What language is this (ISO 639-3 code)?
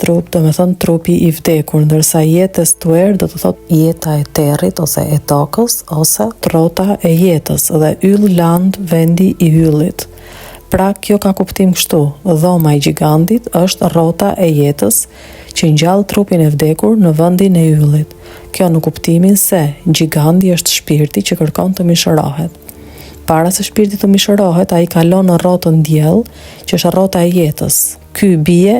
sqi